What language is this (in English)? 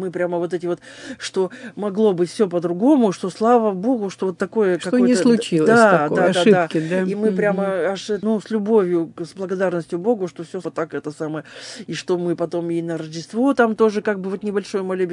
Russian